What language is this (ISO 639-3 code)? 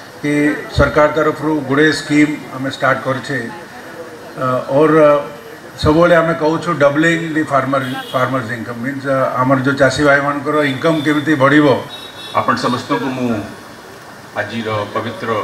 ori